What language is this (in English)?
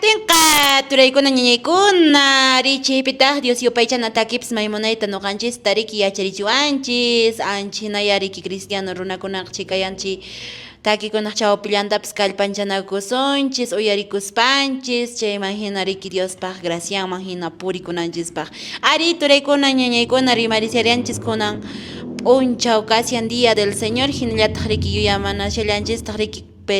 Quechua